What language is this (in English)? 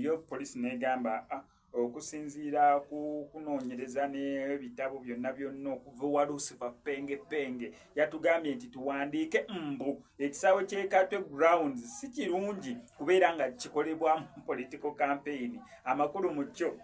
Ganda